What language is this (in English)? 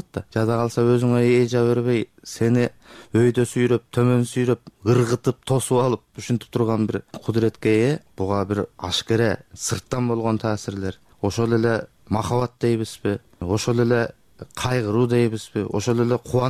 Kyrgyz